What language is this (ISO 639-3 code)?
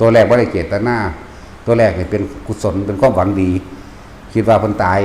lao